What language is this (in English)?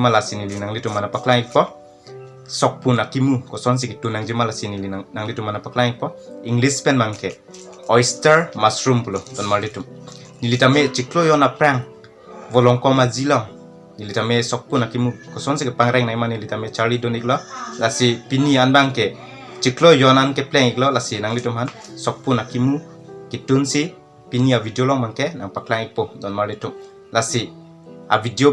Karbi